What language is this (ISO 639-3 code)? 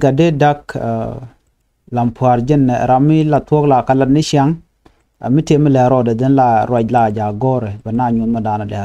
nus